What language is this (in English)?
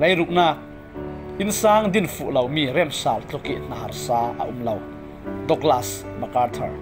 Falam Chin